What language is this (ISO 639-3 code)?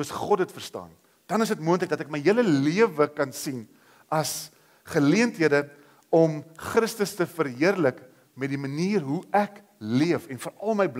afr